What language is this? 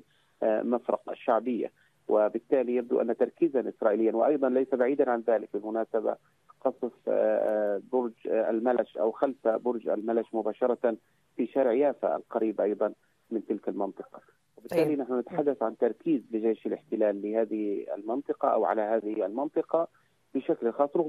Arabic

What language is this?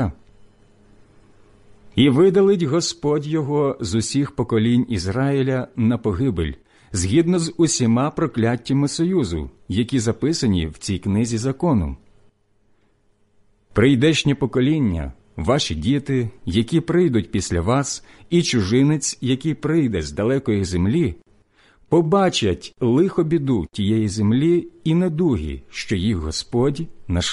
Ukrainian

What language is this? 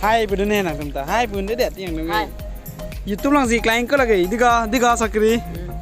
Karbi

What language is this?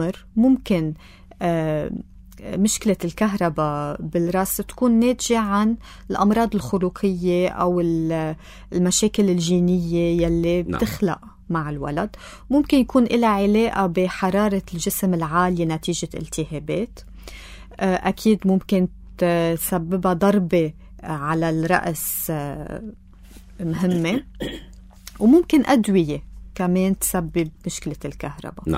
North Levantine Arabic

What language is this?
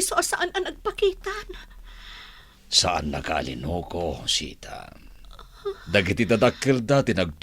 Iloko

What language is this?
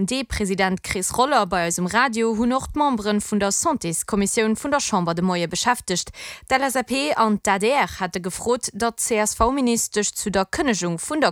Luxembourgish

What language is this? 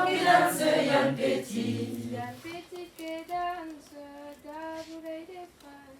Occitan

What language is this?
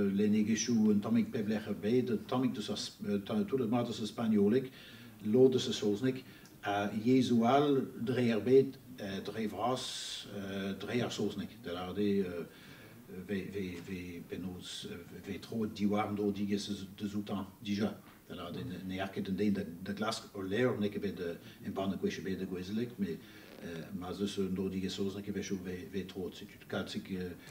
Breton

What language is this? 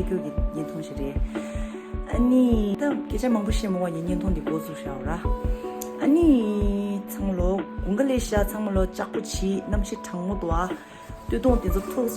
Tibetan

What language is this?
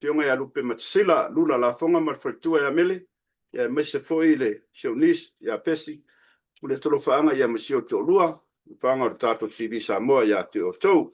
Samoan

